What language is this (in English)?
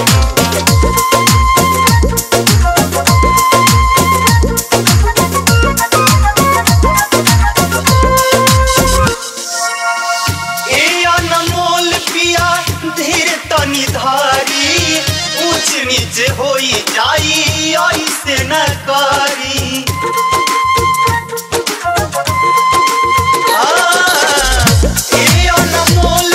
Bhojpuri